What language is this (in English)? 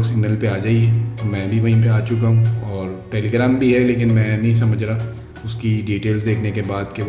Urdu